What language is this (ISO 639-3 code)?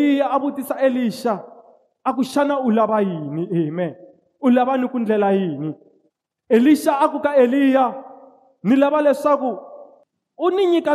tso